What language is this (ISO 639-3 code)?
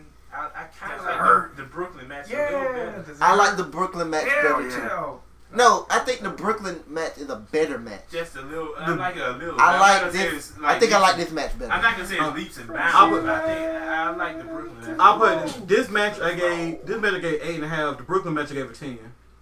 eng